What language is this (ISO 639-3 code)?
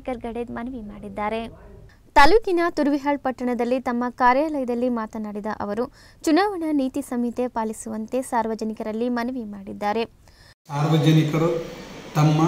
kan